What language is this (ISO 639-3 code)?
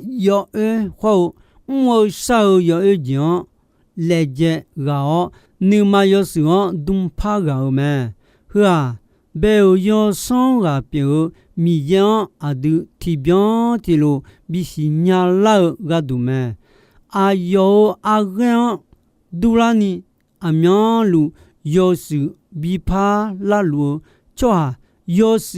ahk